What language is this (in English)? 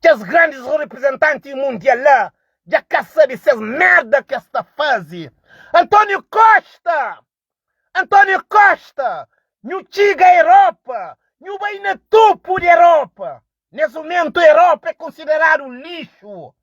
Kabuverdianu